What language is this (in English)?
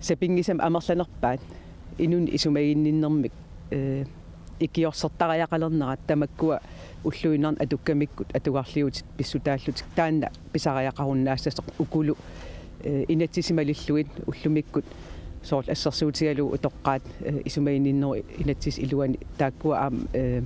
Kalaallisut